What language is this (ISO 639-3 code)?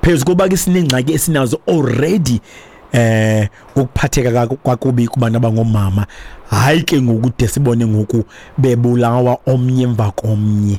xho